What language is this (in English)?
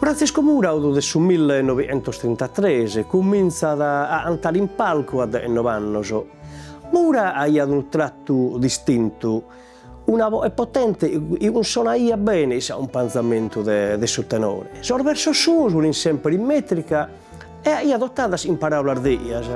Sardinian